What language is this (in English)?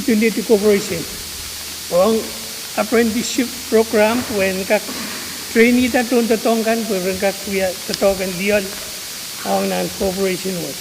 Pohnpeian